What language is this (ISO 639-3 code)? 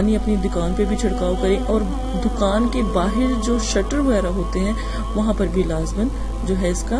urd